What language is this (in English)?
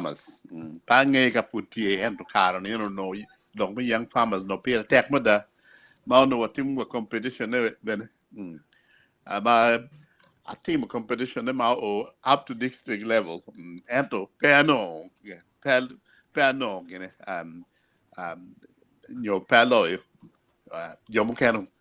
Acoli